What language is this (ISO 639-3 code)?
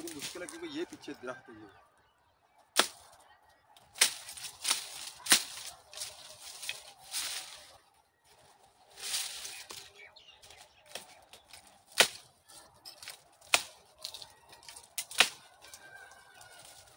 hin